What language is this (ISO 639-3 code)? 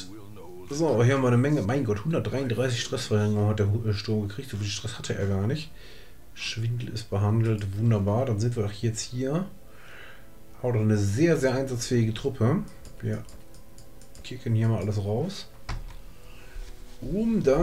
deu